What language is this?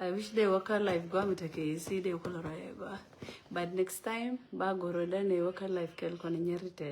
Nuer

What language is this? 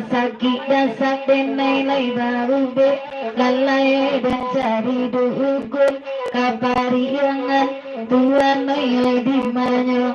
Minangkabau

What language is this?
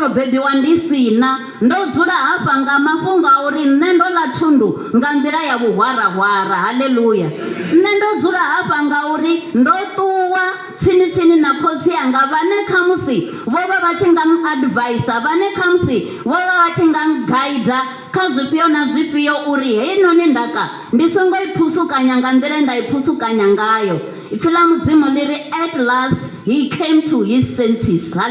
Venda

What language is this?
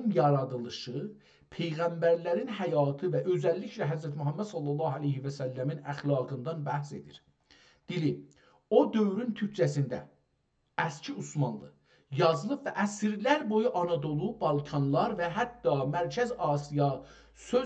South Azerbaijani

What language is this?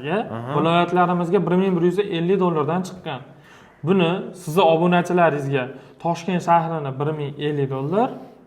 Uzbek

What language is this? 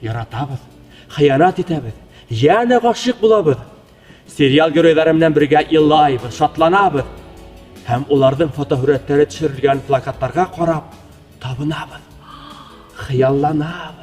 Bashkir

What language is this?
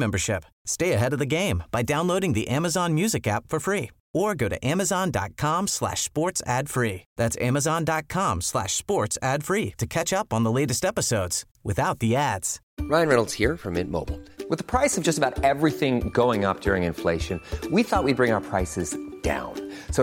English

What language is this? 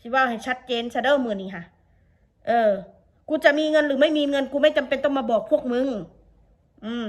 Northeastern Thai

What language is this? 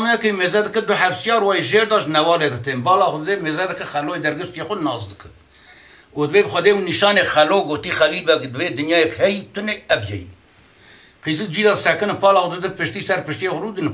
Kurdish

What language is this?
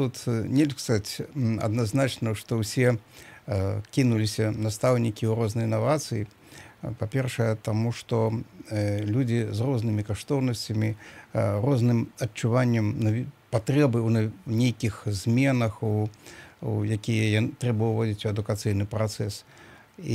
Belarusian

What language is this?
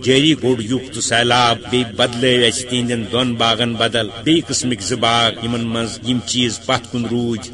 Kashmiri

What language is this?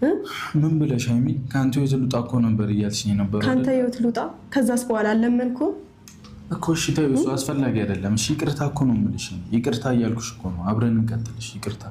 Amharic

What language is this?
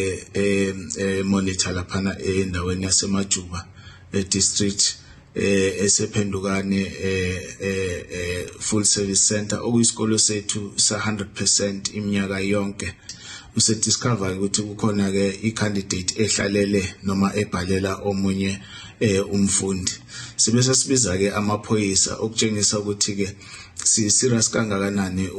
Zulu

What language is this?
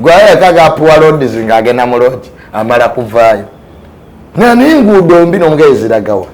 Ganda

